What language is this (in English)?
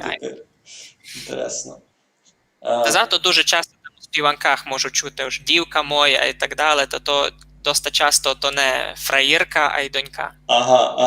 Rusyn